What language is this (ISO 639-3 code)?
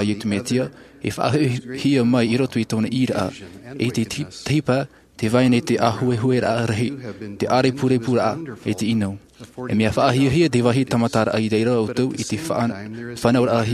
tah